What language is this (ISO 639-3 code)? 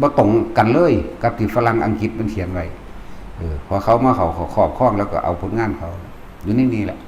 tts